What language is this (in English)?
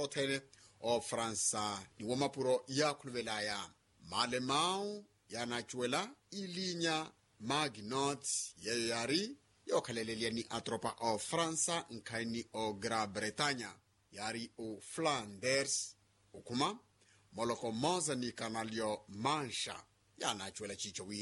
Makhuwa